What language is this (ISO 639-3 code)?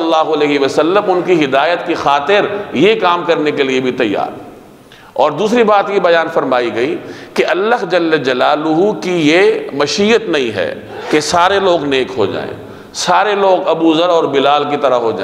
urd